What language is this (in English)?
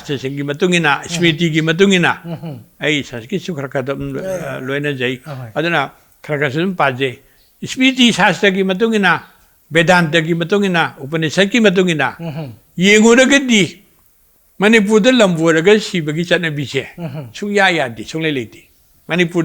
Manipuri